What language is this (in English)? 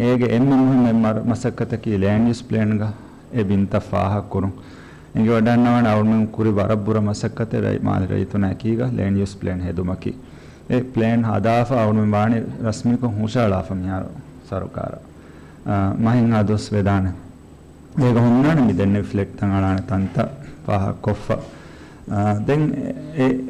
Divehi